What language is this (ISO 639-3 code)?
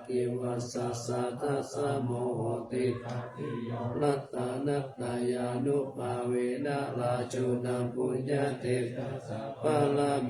pli